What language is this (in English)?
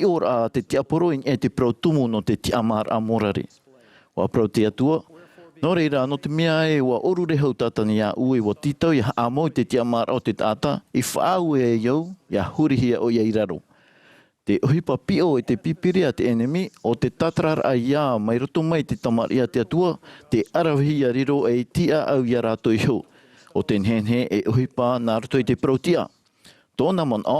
Tahitian